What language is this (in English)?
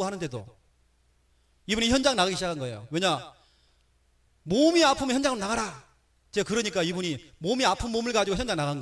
Korean